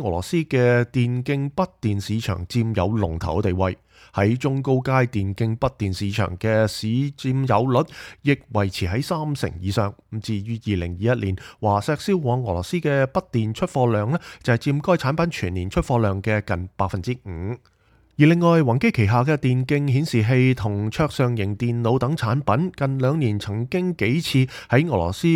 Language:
Cantonese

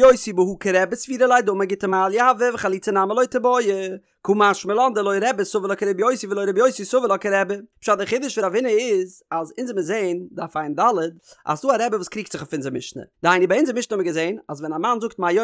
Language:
Yiddish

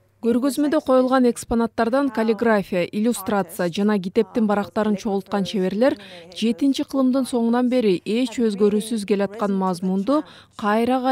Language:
Kyrgyz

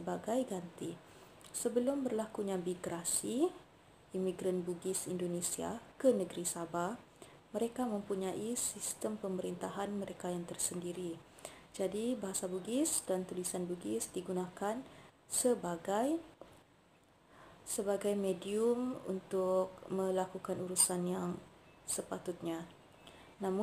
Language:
Malay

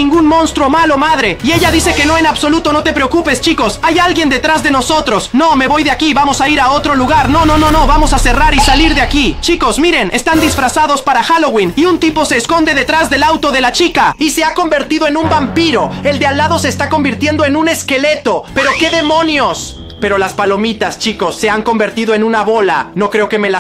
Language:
Spanish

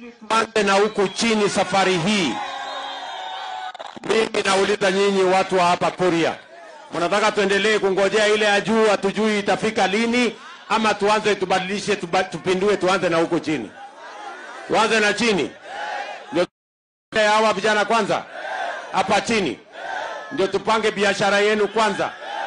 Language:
Swahili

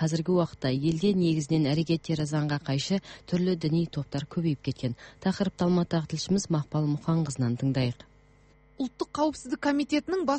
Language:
Kazakh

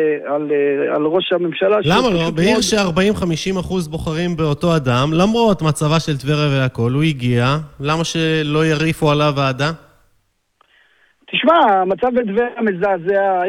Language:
Hebrew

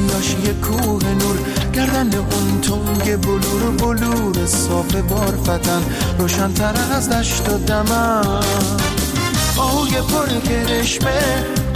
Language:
Persian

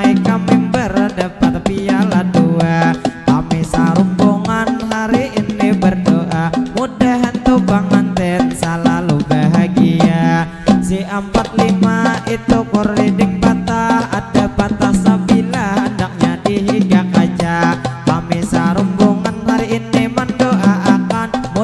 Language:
Banjar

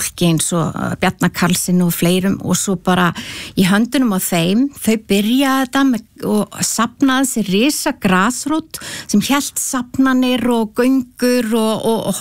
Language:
Icelandic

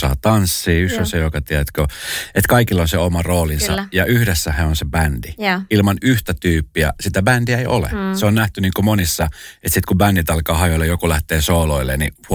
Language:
Finnish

